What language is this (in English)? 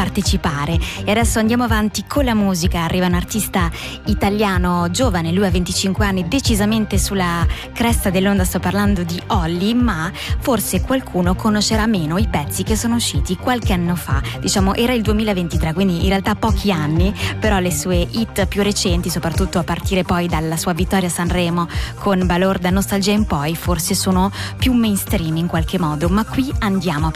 Italian